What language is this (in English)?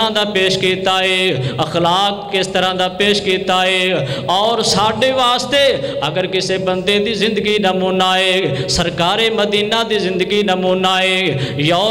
Western Panjabi